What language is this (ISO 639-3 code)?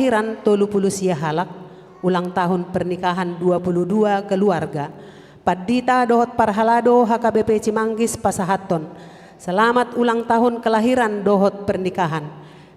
bbc